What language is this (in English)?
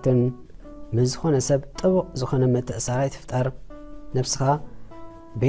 Tigrinya